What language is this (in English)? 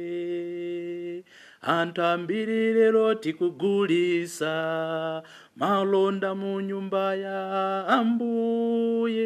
Nyanja